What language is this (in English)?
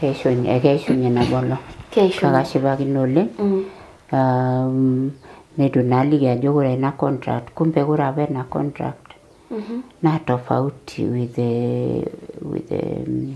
Masai